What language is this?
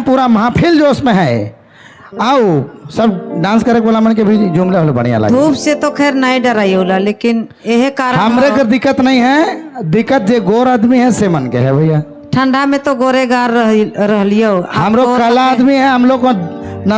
Sadri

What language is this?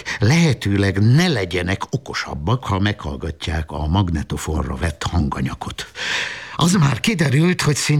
Hungarian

